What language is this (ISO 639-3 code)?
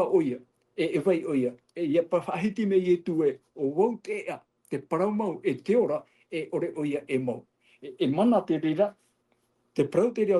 tah